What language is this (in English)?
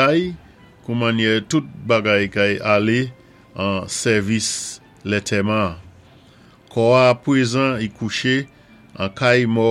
Saint Lucian Creole French